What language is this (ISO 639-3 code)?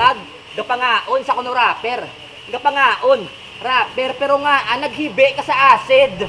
hil